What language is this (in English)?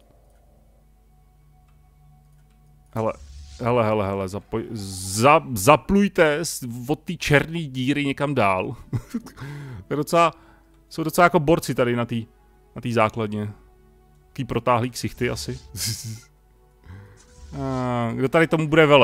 Czech